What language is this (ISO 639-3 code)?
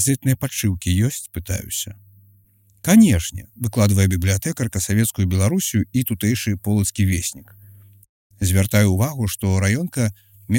bel